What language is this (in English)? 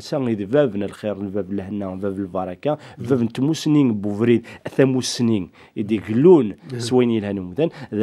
Kabyle